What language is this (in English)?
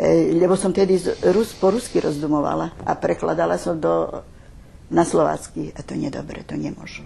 Rusyn